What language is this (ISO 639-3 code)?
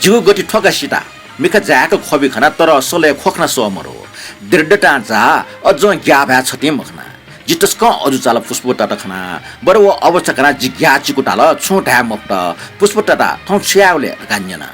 new